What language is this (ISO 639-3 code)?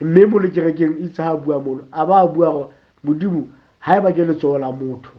sot